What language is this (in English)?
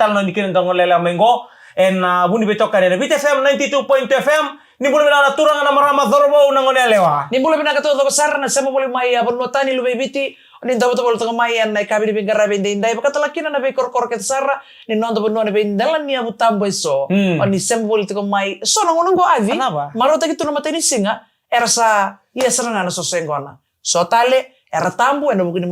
Fijian